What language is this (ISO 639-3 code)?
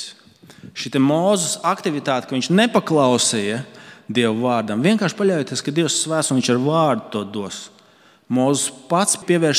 lav